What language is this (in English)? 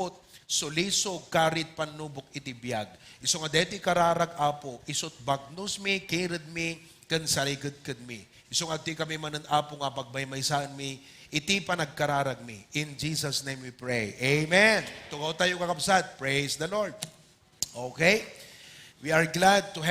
Iloko